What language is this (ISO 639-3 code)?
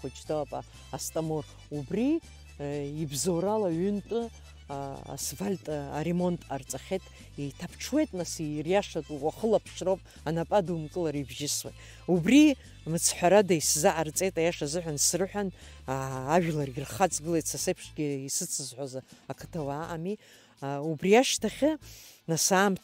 abk